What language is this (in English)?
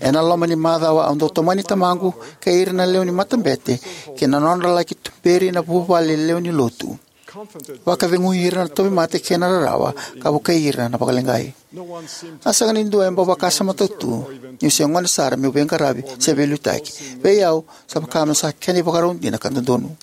Fijian